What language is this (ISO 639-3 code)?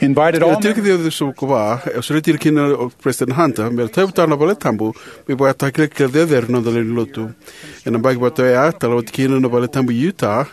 fij